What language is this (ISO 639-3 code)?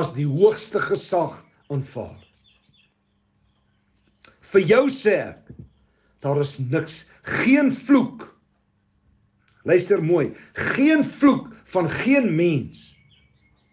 afr